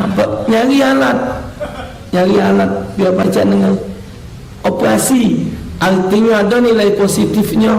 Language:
Musi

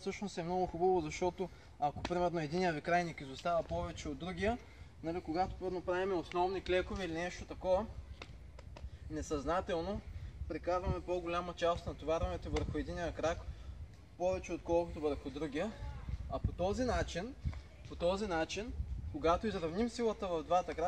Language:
Bulgarian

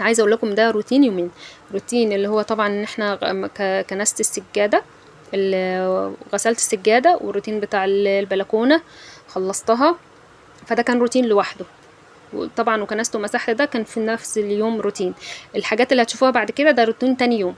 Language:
Egyptian Arabic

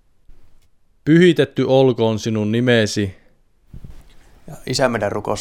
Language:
Finnish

